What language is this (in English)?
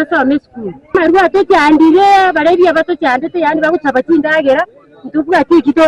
Gusii